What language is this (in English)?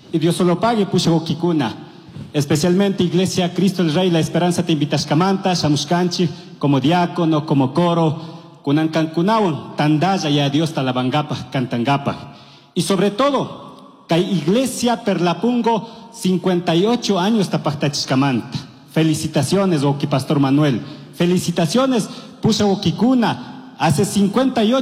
Chimborazo Highland Quichua